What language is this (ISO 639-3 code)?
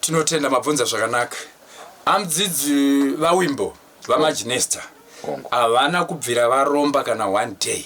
sna